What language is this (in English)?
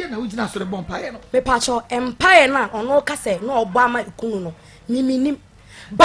Akan